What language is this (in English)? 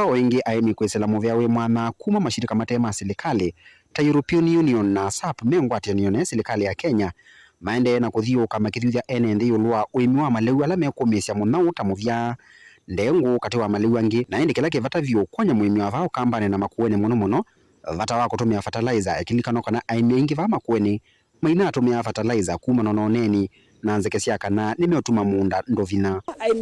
Kamba